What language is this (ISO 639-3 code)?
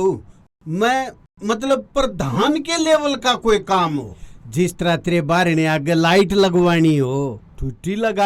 bgc